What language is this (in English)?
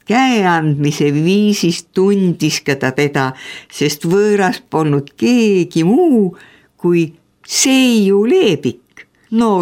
Estonian